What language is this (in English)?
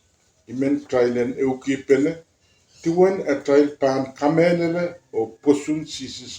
Pohnpeian